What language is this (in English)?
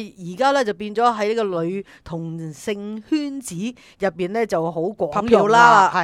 Cantonese